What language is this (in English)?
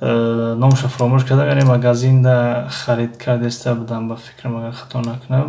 Tajik